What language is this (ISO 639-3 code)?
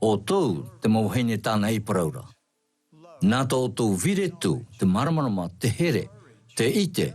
tah